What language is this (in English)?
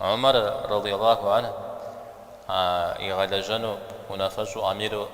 Kabardian